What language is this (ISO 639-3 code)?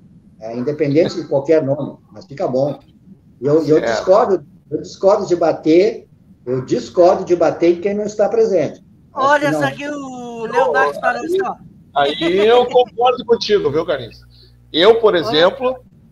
por